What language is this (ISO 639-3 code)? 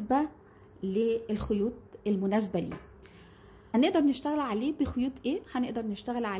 arz